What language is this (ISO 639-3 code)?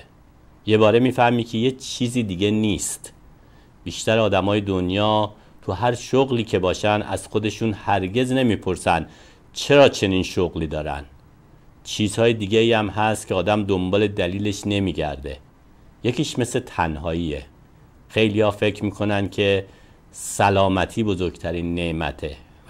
fas